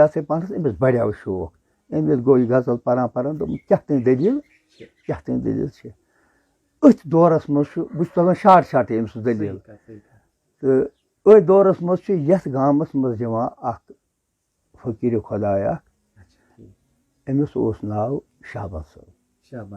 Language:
Kashmiri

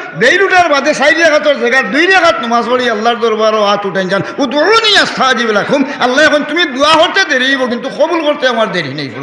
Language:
Sylheti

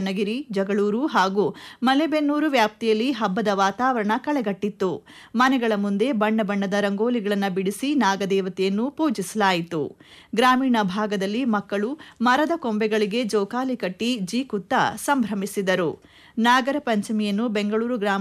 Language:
Kannada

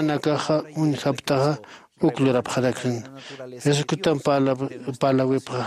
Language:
Aymara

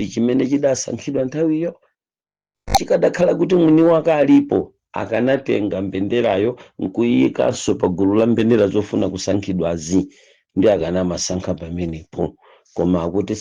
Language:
Nyanja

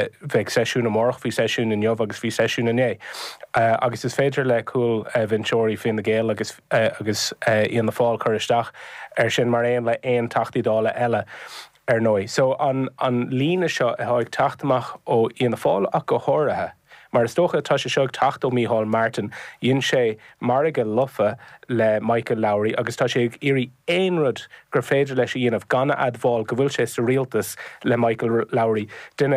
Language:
Irish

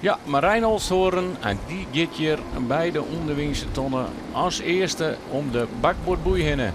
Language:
Western Frisian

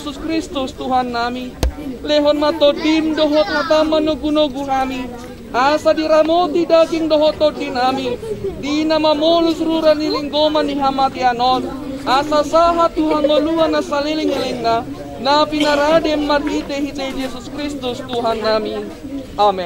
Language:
Batak Toba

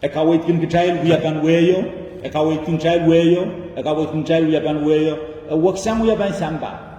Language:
Pohnpeian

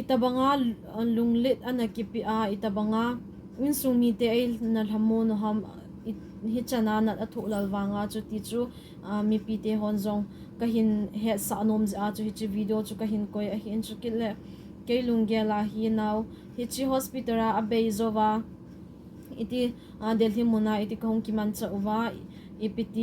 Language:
Thado Chin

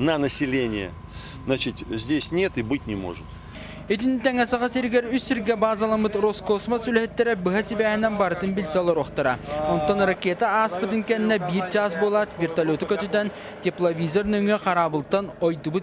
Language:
Yakut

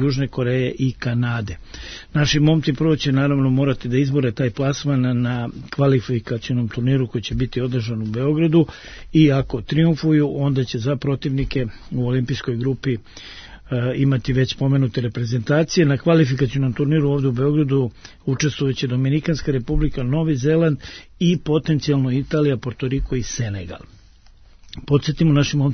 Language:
Serbian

